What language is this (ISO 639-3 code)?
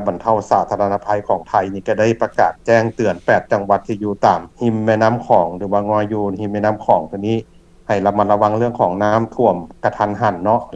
lao